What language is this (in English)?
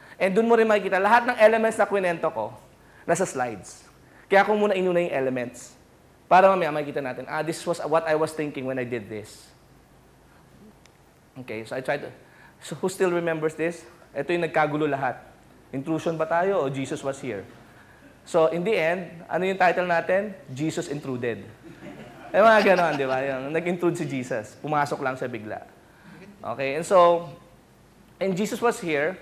Filipino